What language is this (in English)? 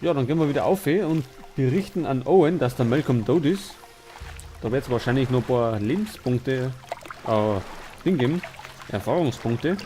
Bavarian